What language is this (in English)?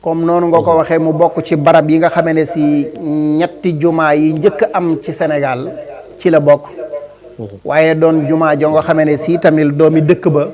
Wolof